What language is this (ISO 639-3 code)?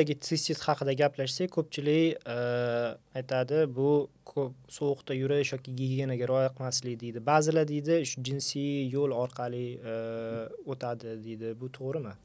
uzb